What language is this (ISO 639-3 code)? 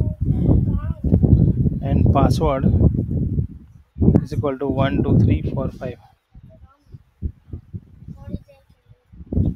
guj